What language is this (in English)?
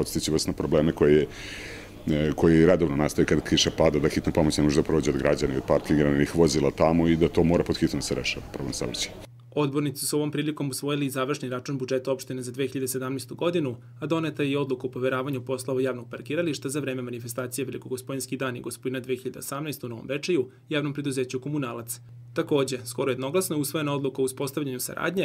Serbian